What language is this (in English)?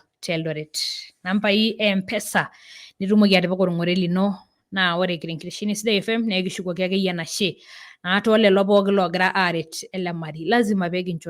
Masai